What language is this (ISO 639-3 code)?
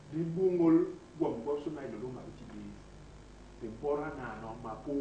bas